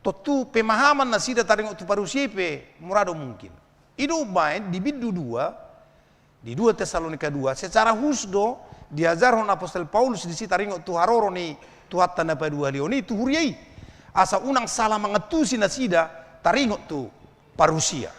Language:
Batak Toba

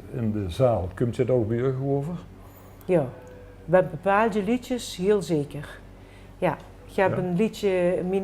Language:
Limburgish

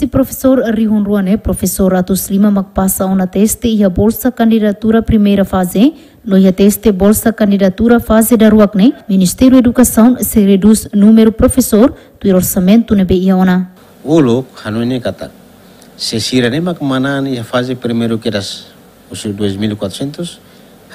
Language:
Tetum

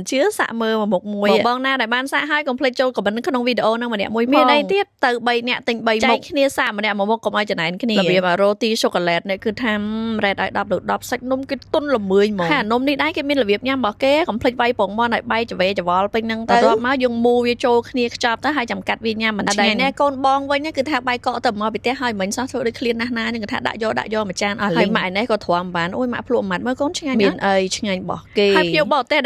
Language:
Khmer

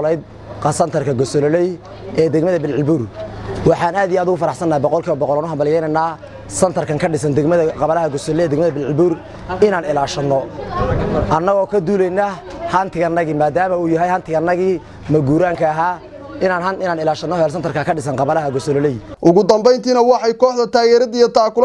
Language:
Somali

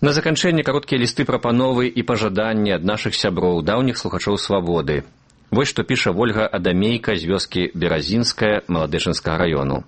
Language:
Belarusian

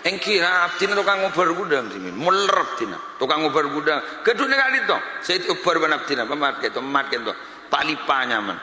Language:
Madurese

